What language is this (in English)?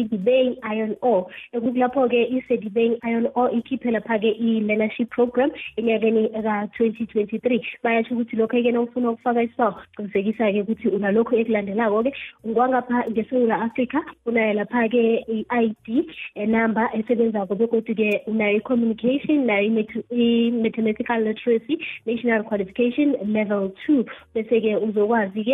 South Ndebele